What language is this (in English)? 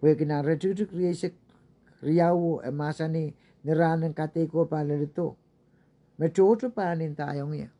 Pohnpeian